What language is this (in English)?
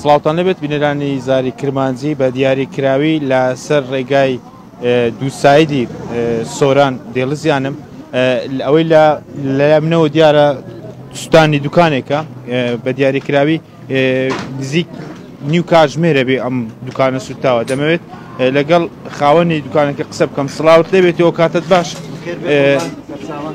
Central Kurdish